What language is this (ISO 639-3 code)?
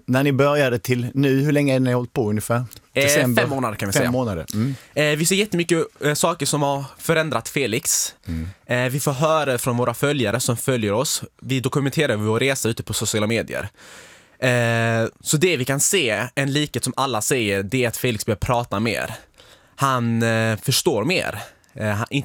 swe